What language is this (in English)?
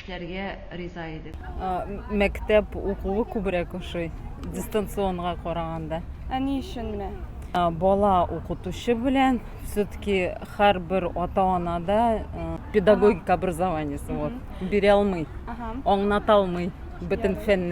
Tatar